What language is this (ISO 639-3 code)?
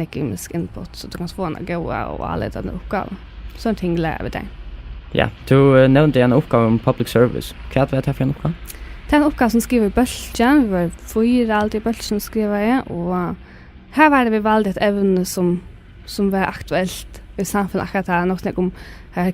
fao